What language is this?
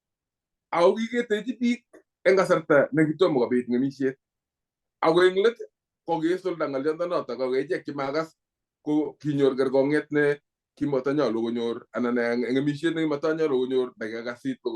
Kalenjin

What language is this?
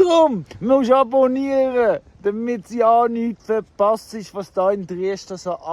Swiss German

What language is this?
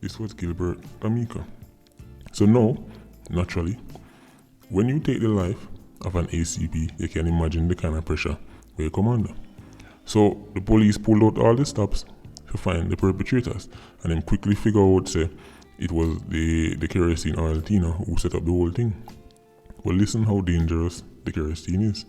Jamaican Creole English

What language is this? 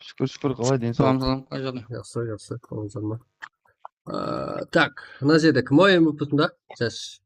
Kara-Kalpak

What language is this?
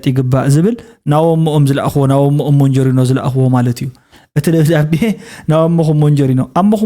Tigrinya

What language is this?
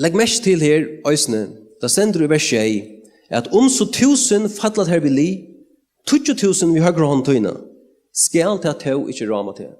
Faroese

